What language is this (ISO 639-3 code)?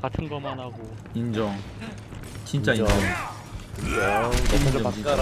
kor